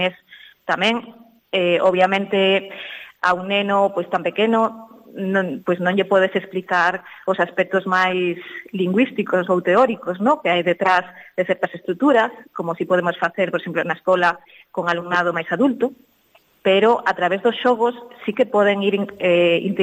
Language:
Galician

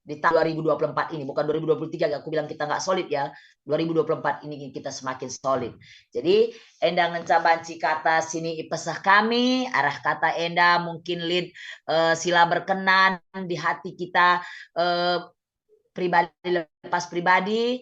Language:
Batak Karo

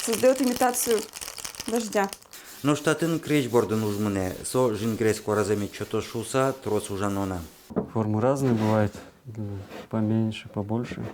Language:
Udmurt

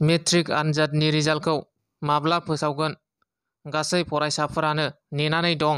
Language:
Bodo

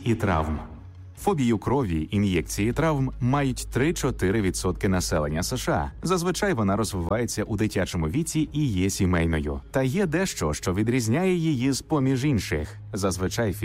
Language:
Ukrainian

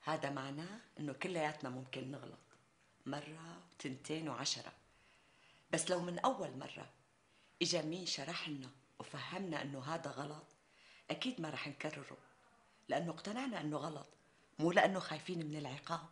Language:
North Levantine Arabic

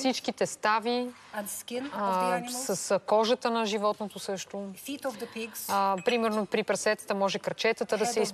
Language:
Bulgarian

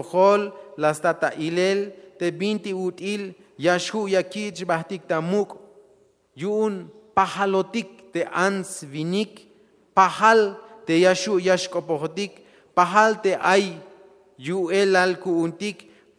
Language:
Tzeltal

